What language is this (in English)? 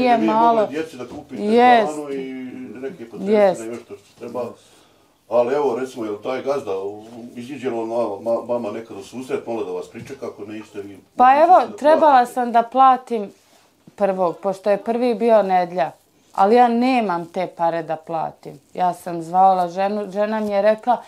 Bosnian